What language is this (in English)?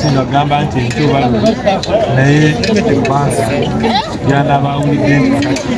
Ganda